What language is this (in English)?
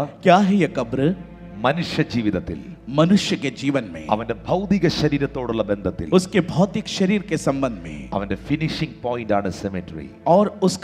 Malayalam